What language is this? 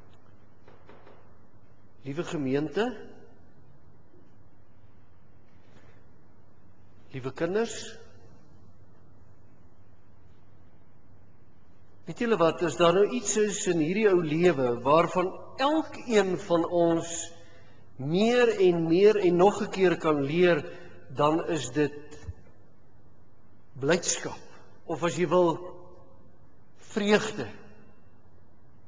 Afrikaans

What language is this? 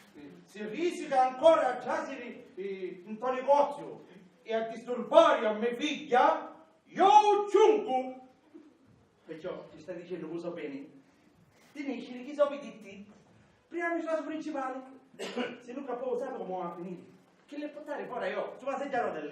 Sicilian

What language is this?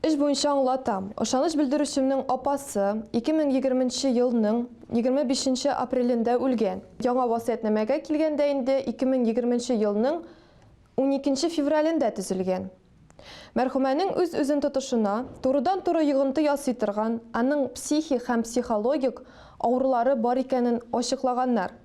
Tatar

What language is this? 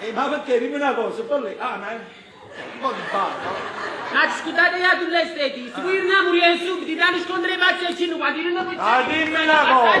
Neapolitan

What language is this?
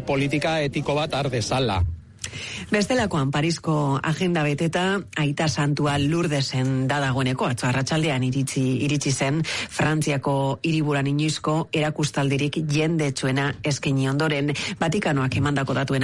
Basque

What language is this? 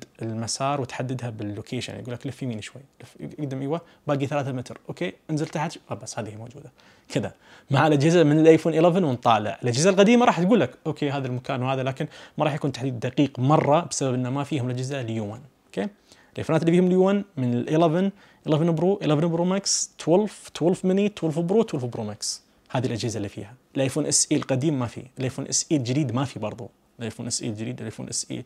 Najdi Arabic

